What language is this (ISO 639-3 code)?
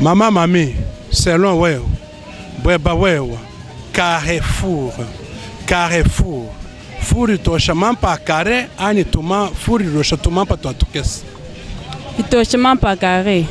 lua